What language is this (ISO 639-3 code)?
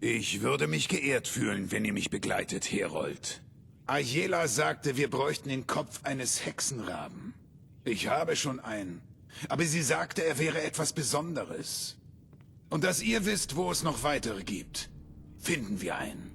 bar